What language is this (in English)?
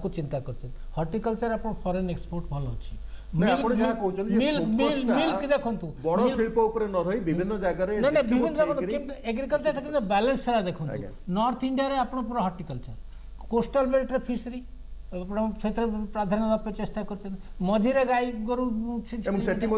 Odia